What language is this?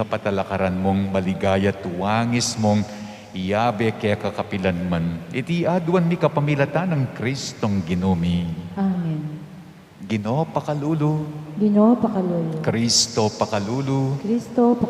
Pampanga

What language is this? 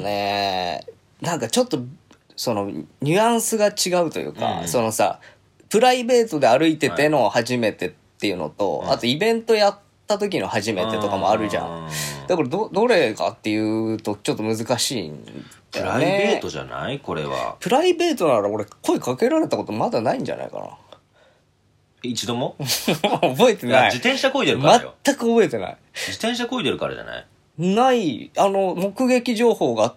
Japanese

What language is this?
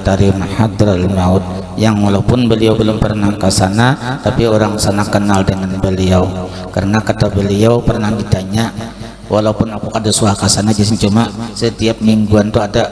Banjar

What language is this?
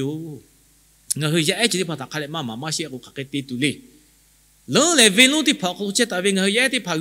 Lahu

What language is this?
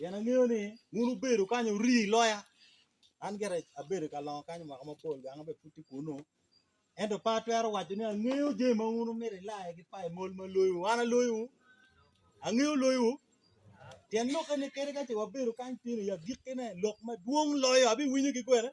Acoli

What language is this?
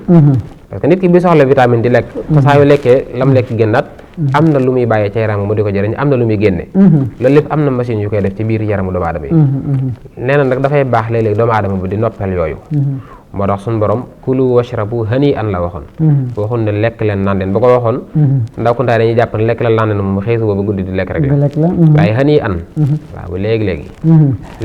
Wolof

